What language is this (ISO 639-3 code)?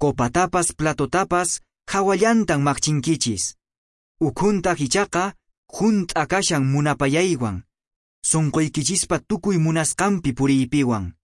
que